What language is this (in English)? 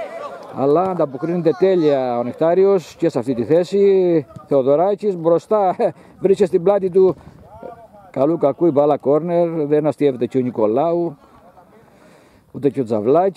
Greek